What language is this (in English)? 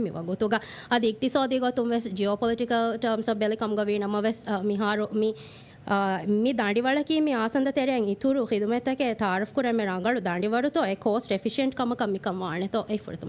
Divehi